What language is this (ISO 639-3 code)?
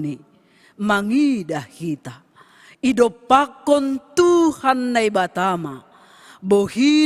bts